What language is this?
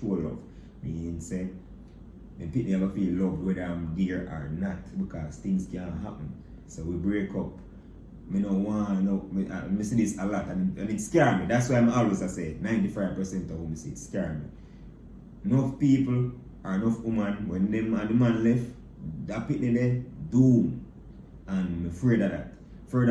Jamaican Creole English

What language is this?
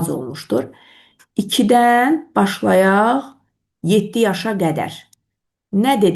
Azerbaijani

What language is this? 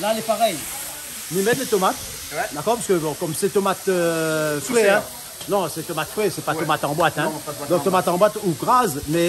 Réunion Creole French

